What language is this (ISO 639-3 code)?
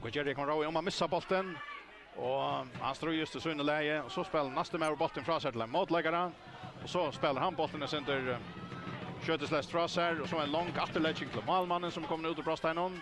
fao